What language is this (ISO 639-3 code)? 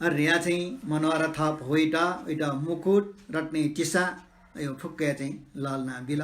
new